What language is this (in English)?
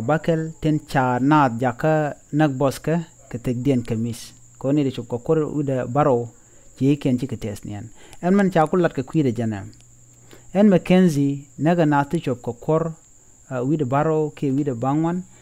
Nuer